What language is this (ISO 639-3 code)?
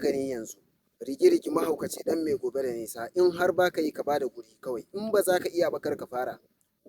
hau